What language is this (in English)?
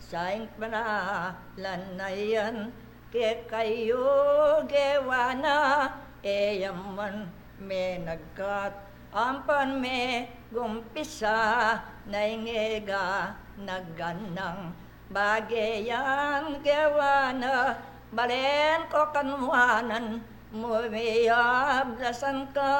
Pampanga